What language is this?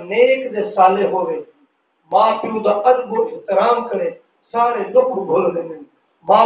Saraiki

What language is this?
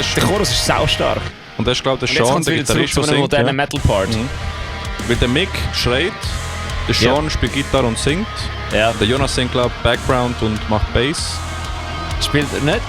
Swiss German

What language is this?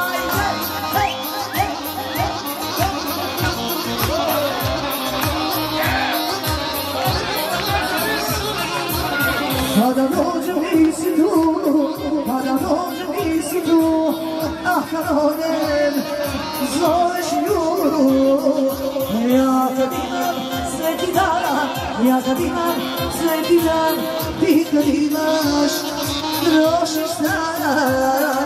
Croatian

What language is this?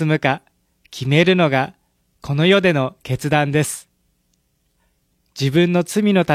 Japanese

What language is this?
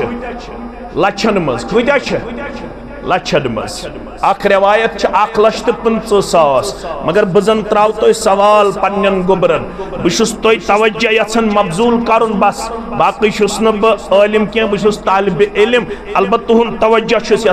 Kashmiri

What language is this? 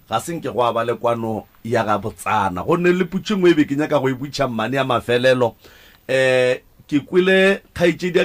Northern Sotho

